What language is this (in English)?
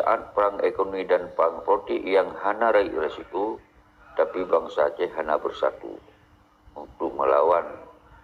Achinese